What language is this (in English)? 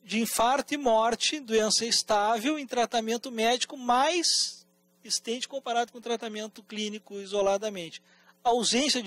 Portuguese